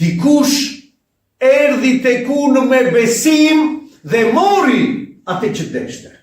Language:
Albanian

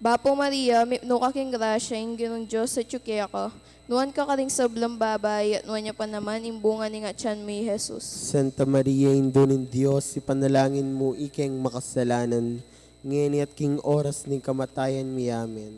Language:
Pampanga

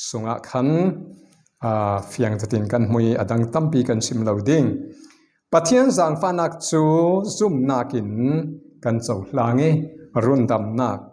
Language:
Falam Chin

